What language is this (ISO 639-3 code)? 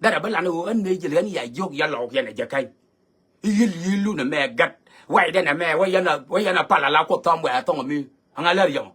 nus